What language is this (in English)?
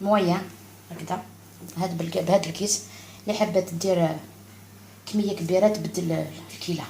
Algerian Arabic